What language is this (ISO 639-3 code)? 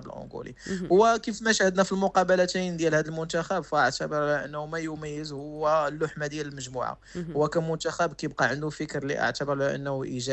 ary